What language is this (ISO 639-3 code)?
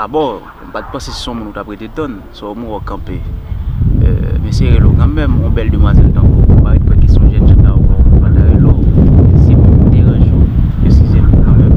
hat